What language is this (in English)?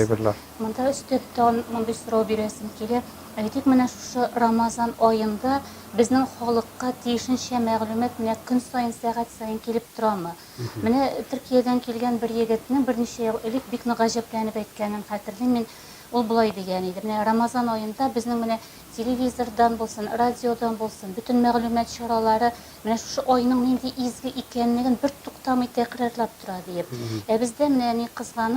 Tatar